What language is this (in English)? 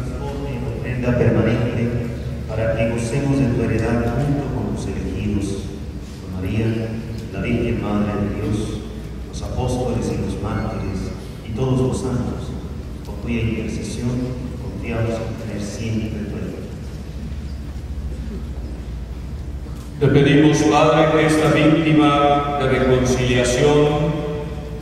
Spanish